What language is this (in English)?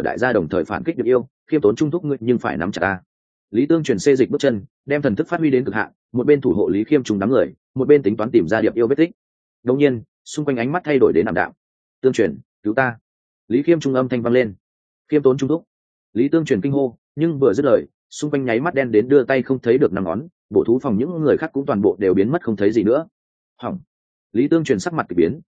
Vietnamese